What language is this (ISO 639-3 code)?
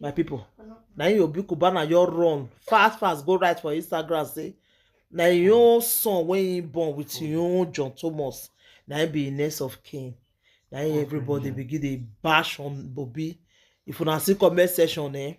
pcm